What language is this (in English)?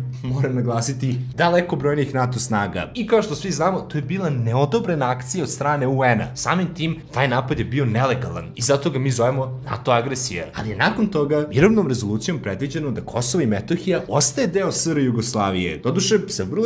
Serbian